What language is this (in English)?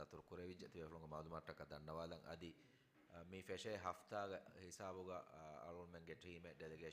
Divehi